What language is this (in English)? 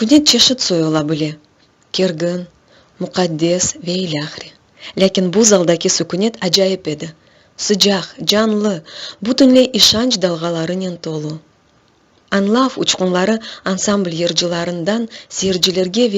Crimean Tatar